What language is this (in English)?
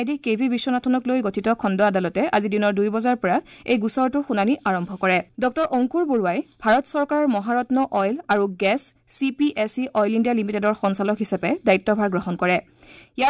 Assamese